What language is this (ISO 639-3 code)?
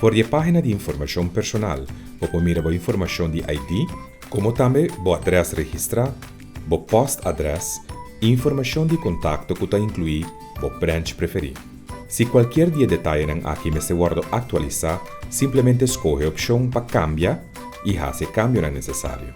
pap